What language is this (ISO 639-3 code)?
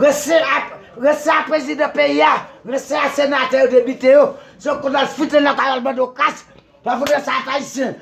hat